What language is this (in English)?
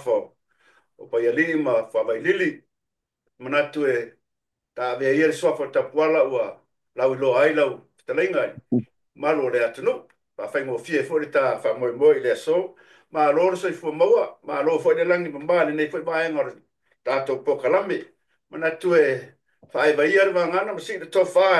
Samoan